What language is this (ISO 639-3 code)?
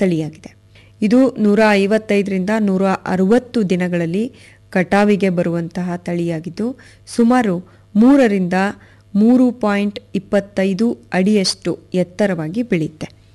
kan